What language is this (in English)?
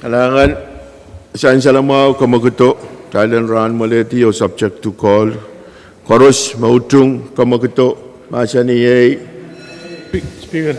Pohnpeian